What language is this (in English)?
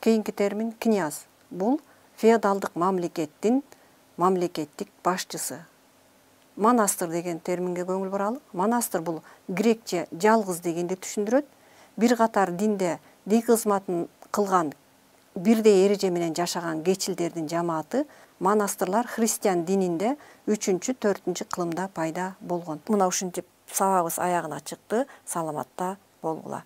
Kyrgyz